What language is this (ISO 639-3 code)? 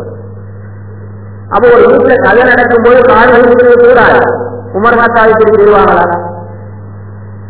tam